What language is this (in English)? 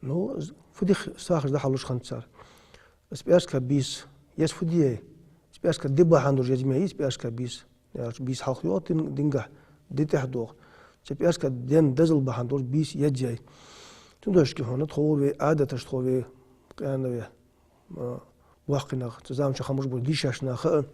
Ingush